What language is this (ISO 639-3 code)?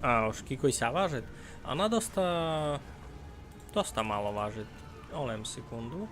rue